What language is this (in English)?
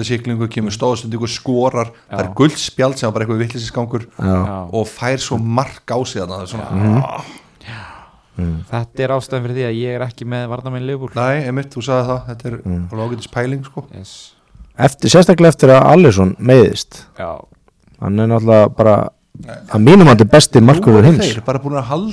Icelandic